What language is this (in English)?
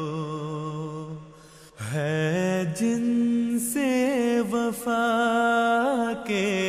Urdu